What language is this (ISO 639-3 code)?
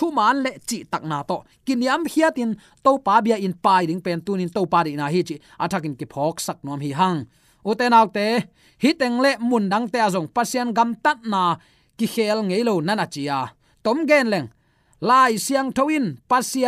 ctd